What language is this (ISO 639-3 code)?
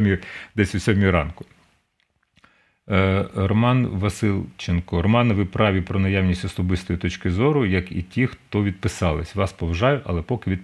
ukr